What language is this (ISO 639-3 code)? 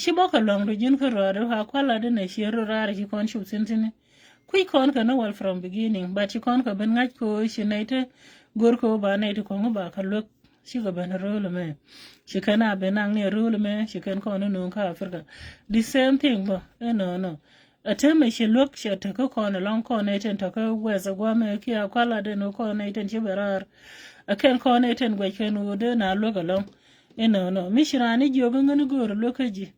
nus